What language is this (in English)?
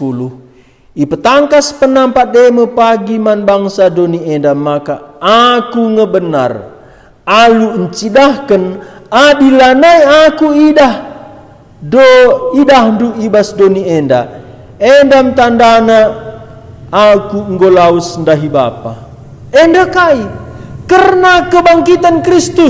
Batak Karo